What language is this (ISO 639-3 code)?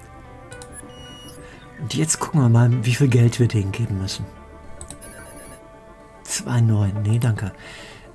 deu